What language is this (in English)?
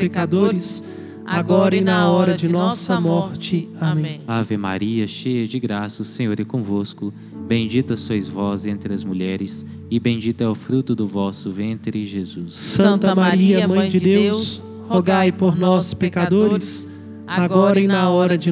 Portuguese